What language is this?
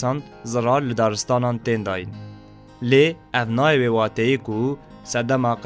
Kurdish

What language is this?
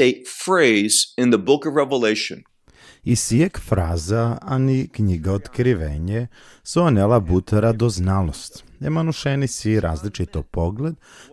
Balkan Romani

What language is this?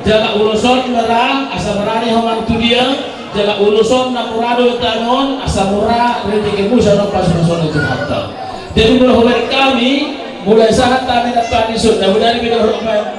Batak Toba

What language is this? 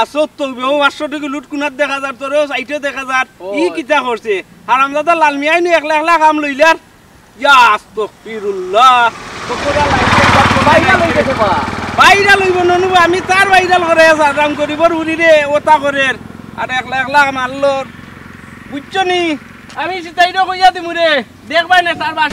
Sylheti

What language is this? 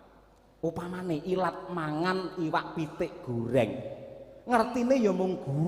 Javanese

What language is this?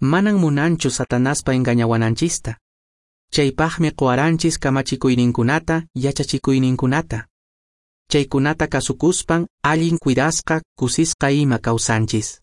Quechua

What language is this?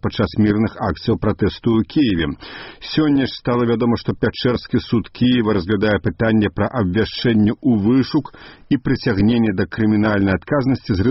Belarusian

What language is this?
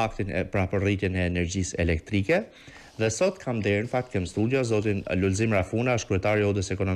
Albanian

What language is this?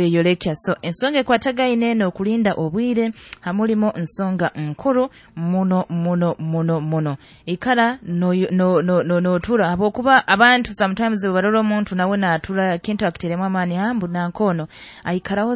Nyoro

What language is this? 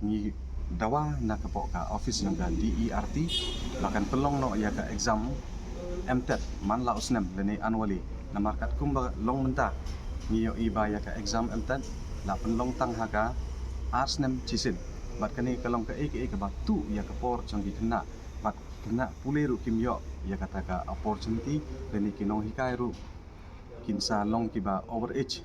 Khasi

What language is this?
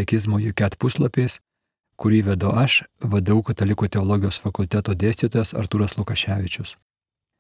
Lithuanian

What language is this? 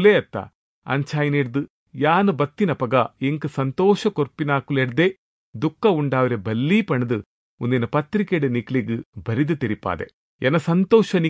Tulu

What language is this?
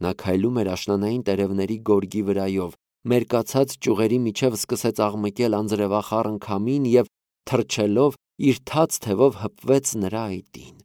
Armenian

